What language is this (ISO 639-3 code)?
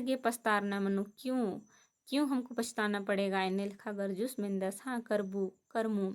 kru